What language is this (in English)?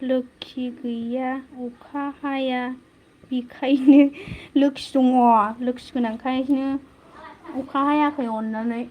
Bodo